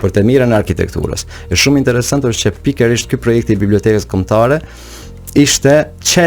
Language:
Albanian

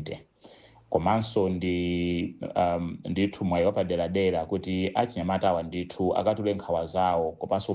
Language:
Nyanja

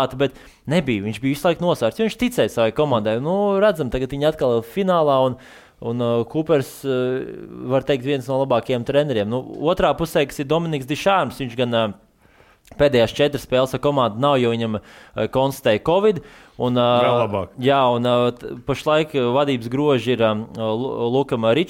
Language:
Latvian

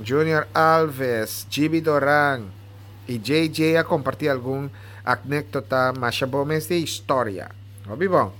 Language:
Papiamento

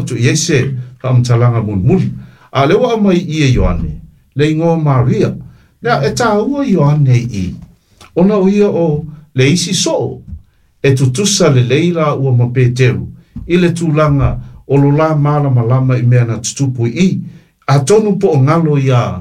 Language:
Samoan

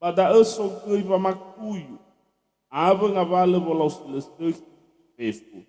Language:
Nias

